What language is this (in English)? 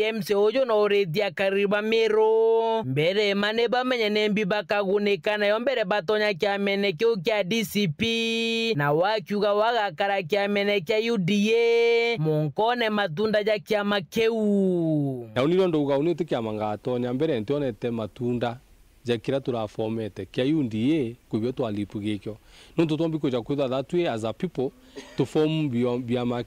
Meru